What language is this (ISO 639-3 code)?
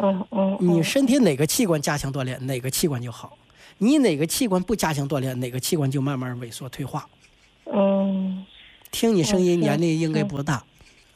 zho